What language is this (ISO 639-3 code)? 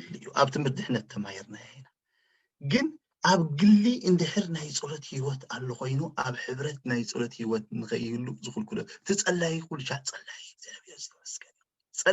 tir